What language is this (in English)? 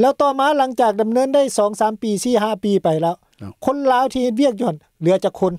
Lao